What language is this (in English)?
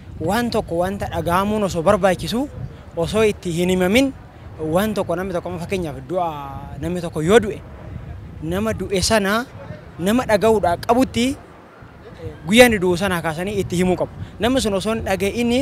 Oromo